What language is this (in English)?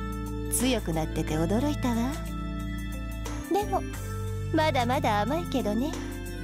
Japanese